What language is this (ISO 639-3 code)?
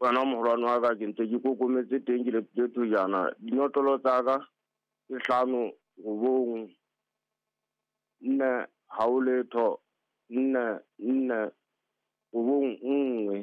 sot